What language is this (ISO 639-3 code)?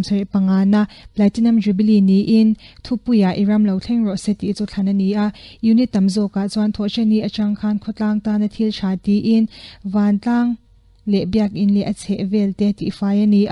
lus